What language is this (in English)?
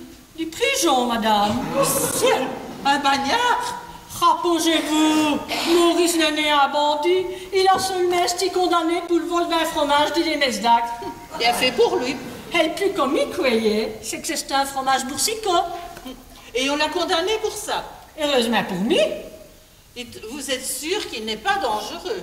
Walloon